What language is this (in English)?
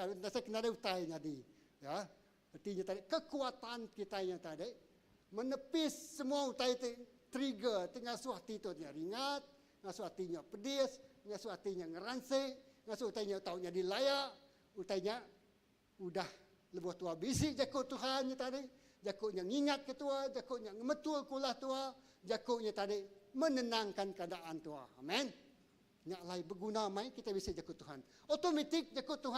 Iban